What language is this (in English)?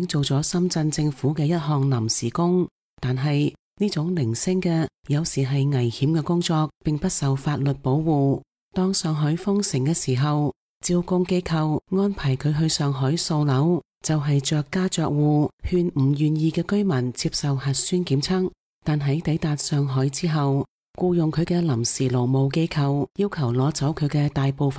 Cantonese